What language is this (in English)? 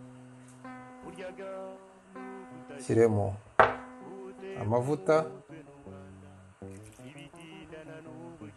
Kinyarwanda